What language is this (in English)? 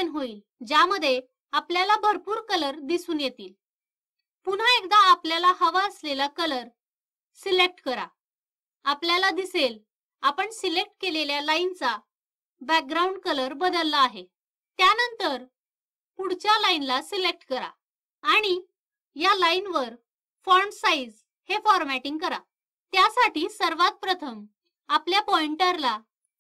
Marathi